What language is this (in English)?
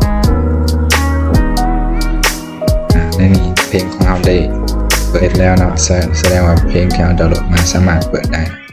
Lao